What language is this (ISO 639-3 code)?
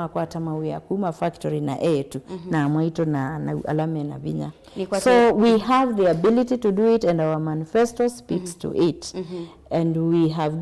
kam